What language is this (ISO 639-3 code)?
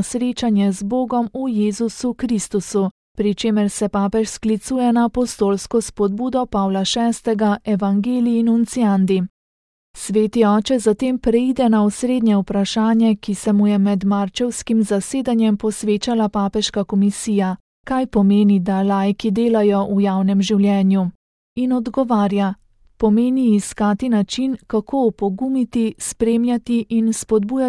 slv